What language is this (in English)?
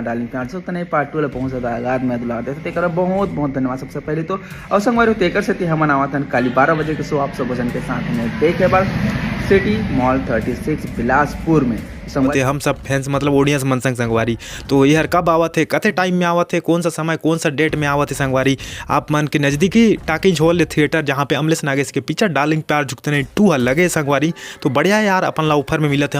Chhattisgarhi